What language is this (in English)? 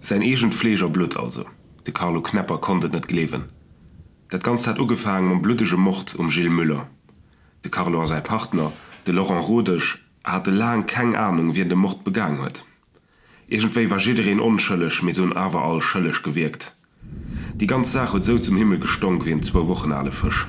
Luxembourgish